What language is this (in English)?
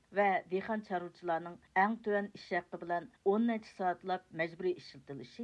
Uyghur